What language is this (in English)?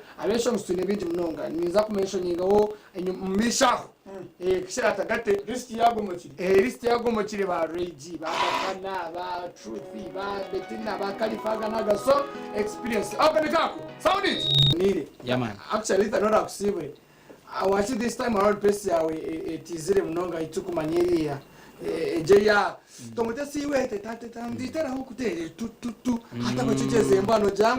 Nyankole